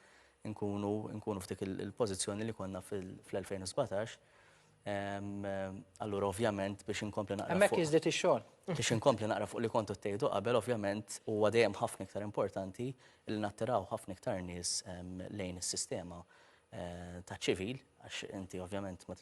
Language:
Maltese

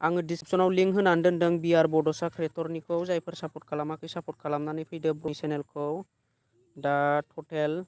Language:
Bodo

